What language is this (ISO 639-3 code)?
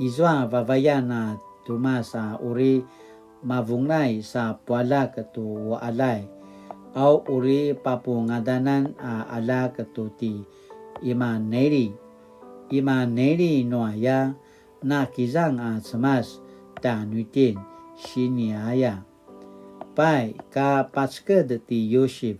pwn